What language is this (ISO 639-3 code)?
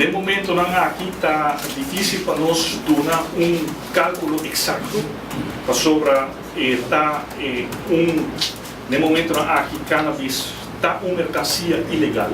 pap